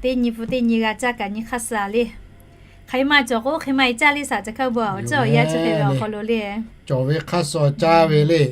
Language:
Lahu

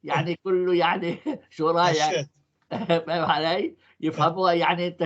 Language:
North Levantine Arabic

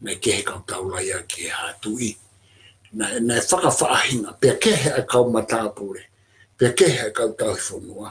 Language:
Tongan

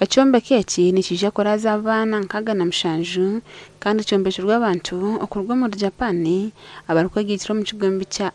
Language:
Nyankole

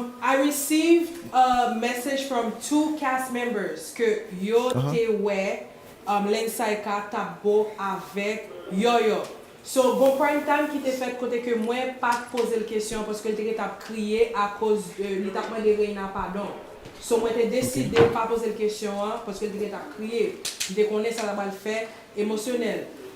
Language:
Haitian Creole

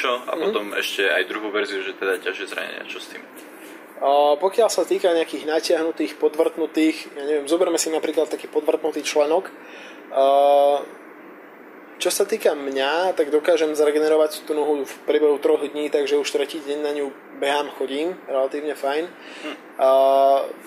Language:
Slovak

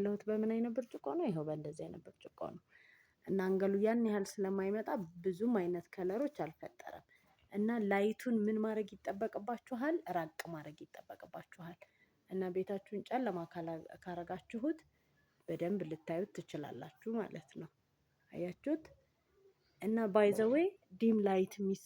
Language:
Amharic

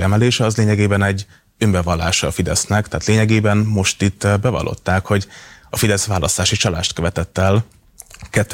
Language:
Hungarian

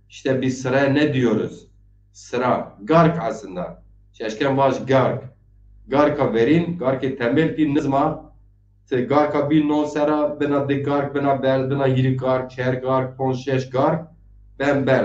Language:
Zaza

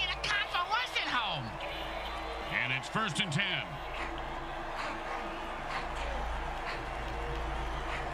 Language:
English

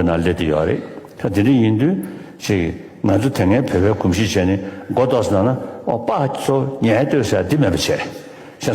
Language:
Tibetan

